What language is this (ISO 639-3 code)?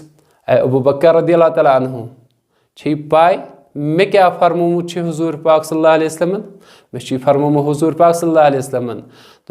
kas